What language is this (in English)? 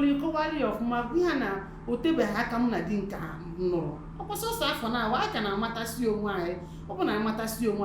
Igbo